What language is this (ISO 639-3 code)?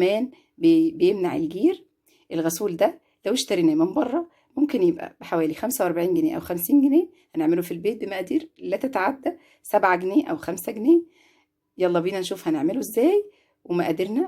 arz